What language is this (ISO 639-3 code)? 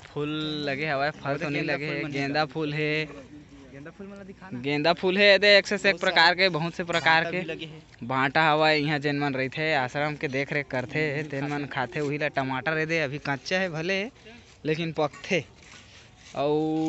hne